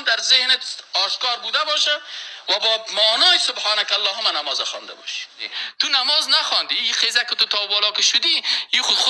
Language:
Persian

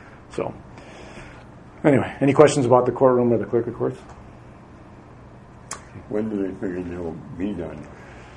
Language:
English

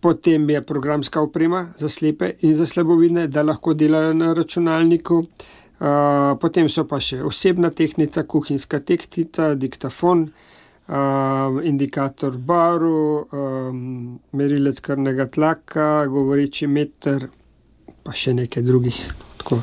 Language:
Slovenian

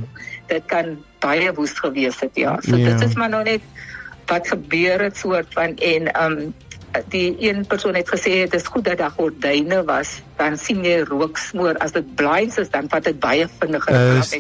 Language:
Afrikaans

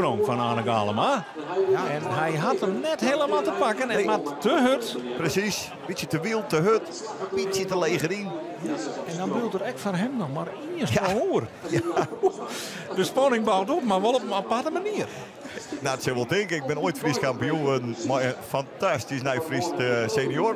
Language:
Western Frisian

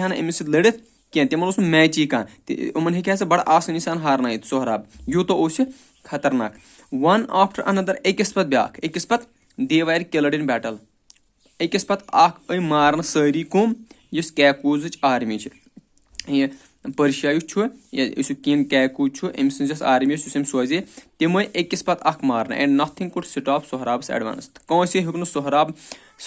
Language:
Kashmiri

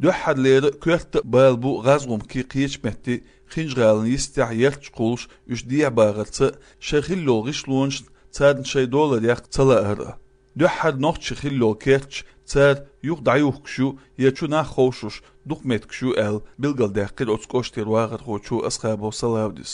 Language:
Chechen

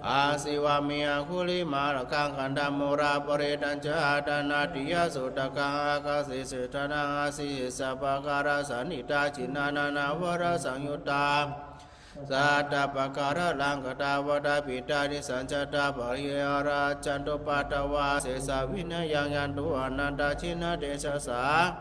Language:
Pali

